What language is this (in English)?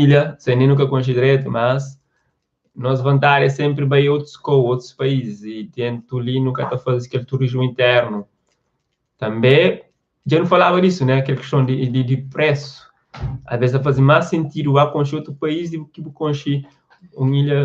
Kabuverdianu